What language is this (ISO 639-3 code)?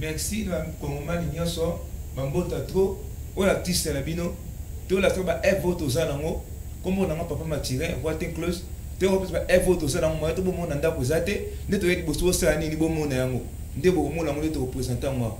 lin